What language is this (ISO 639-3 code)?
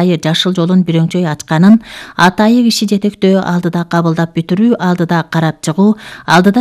kir